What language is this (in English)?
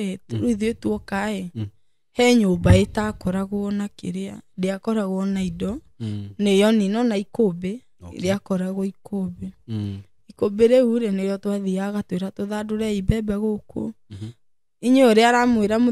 Kikuyu